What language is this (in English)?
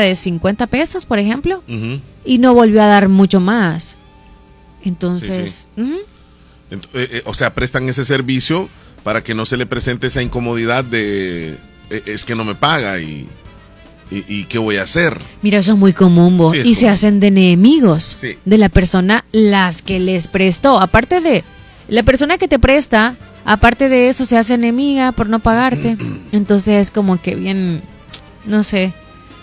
Spanish